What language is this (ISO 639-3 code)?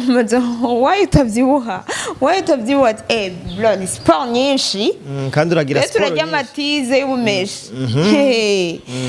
run